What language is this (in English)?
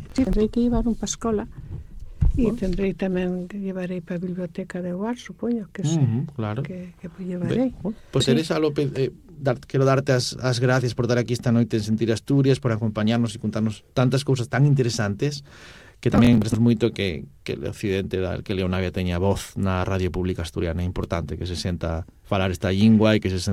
Galician